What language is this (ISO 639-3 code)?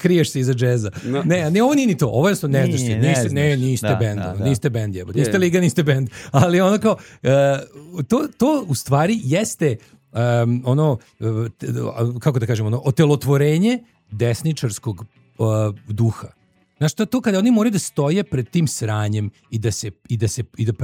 srp